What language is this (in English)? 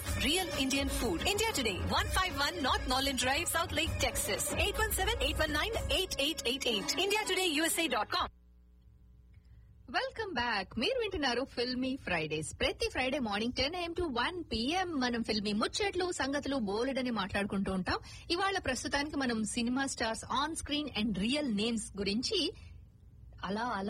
Telugu